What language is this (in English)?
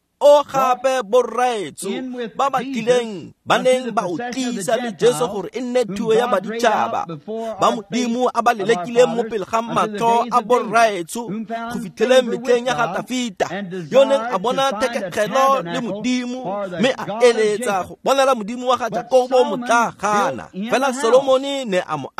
Tswana